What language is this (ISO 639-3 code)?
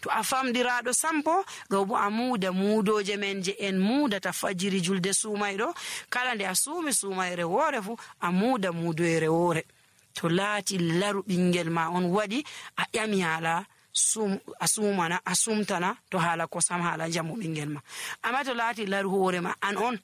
fuv